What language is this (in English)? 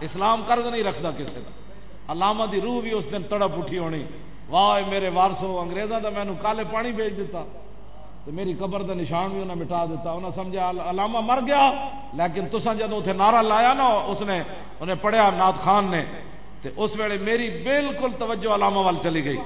Western Panjabi